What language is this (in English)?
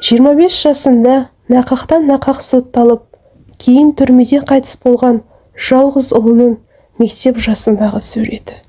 Kazakh